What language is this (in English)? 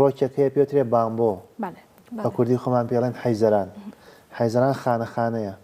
Central Kurdish